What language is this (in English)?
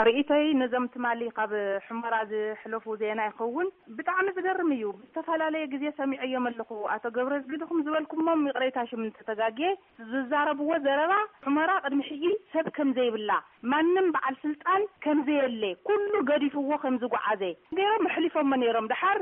Tigrinya